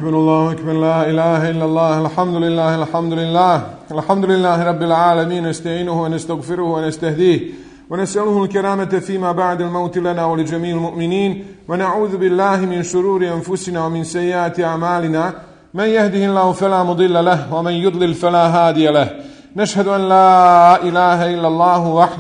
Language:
Bosnian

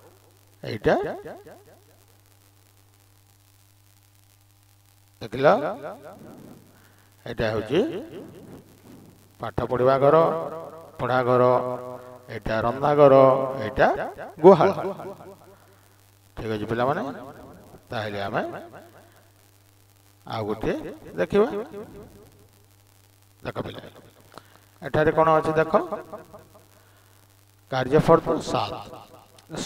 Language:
Odia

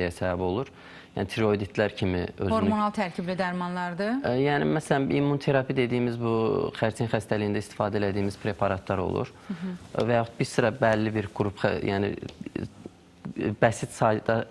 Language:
Azerbaijani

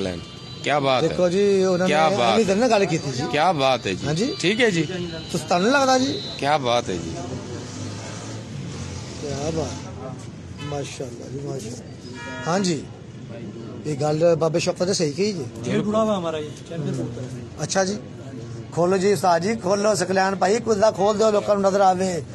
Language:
Punjabi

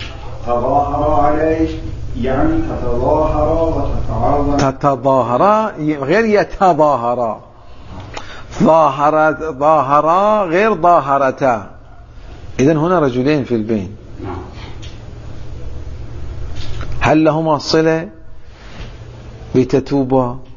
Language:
Arabic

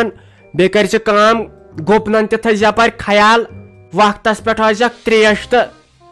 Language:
Kashmiri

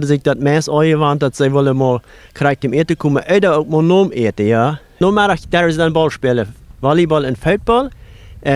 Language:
Plautdietsch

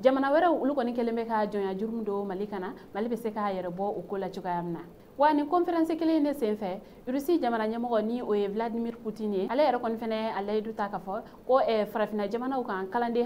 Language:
Bambara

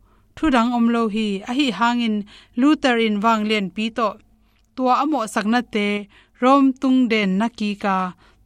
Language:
Tedim Chin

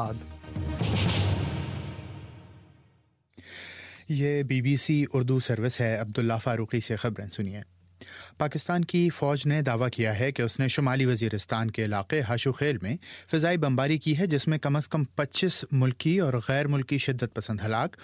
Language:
Urdu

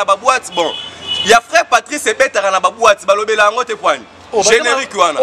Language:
Lingala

